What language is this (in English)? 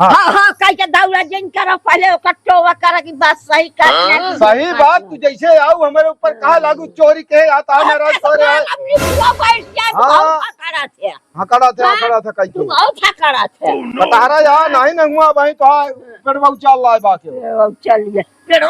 Awadhi